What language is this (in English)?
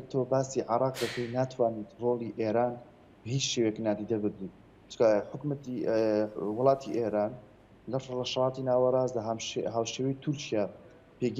Central Kurdish